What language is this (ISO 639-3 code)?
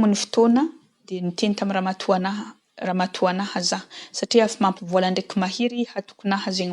mlg